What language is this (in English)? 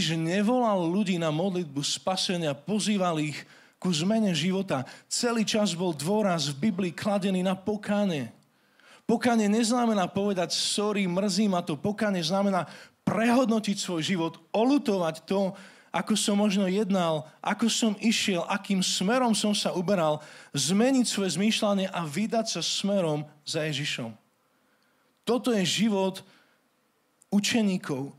Slovak